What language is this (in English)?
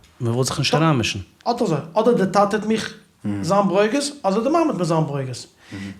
Yiddish